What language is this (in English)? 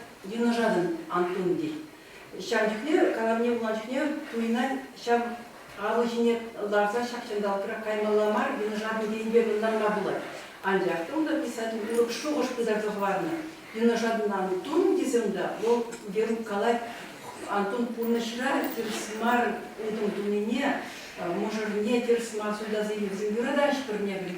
Chuvash